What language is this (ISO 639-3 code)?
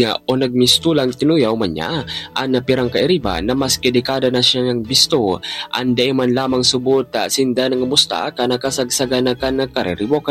bik